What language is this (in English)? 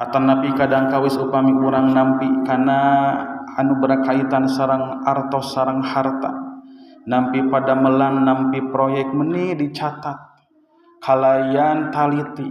Sundanese